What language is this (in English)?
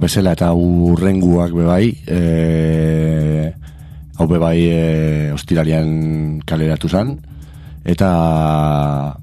Basque